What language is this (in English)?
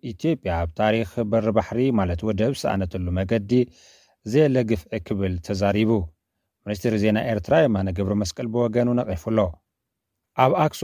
Tigrinya